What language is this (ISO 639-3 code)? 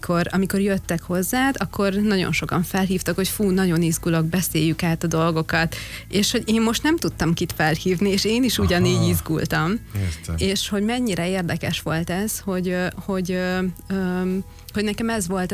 hun